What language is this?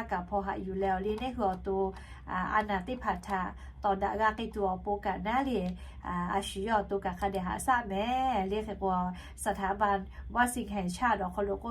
Lahu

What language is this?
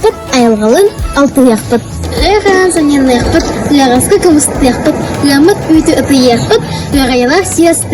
Yakut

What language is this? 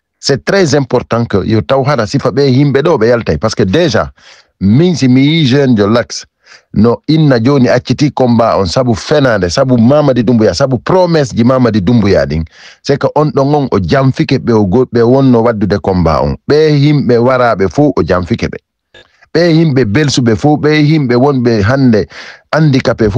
Fula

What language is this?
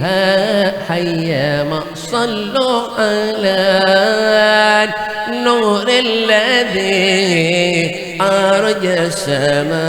Banjar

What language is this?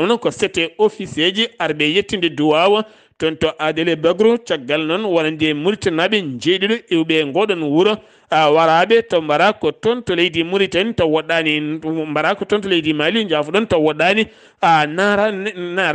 Fula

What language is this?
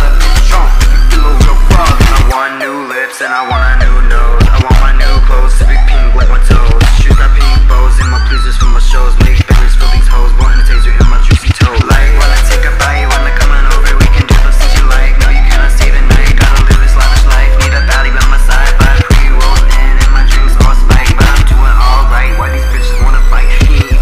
English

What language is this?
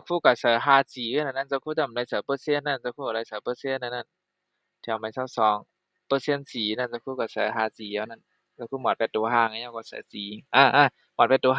Shan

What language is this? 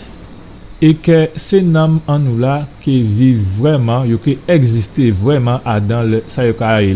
Guadeloupean Creole French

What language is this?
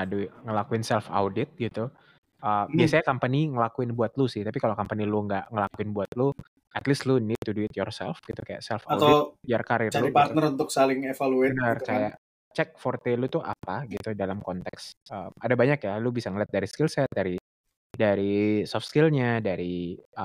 Indonesian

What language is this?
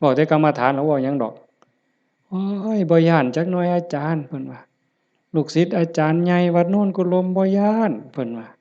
Northeastern Thai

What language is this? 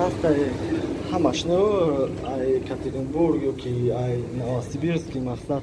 Tajik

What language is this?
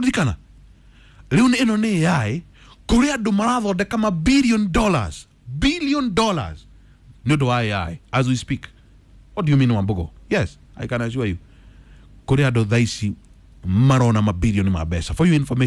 Kikuyu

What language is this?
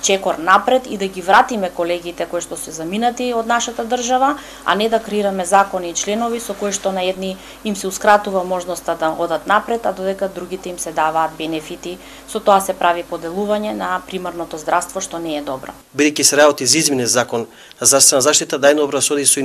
Macedonian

